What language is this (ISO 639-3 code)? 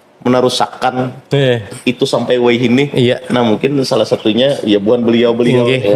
bjn